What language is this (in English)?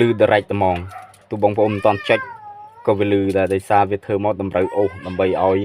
Khmer